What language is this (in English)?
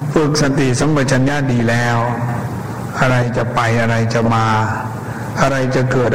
Thai